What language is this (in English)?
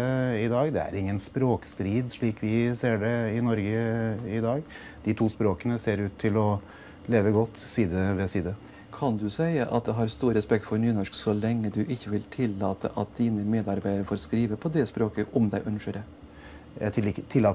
Norwegian